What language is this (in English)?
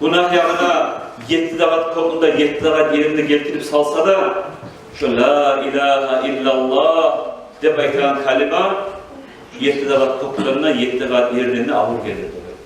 Kumyk